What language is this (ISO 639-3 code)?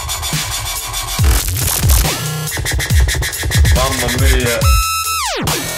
fin